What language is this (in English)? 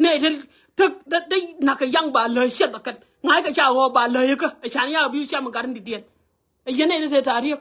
Nuer